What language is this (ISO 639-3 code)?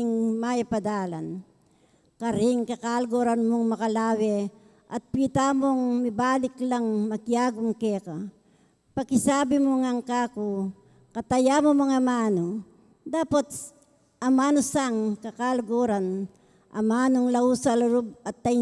pam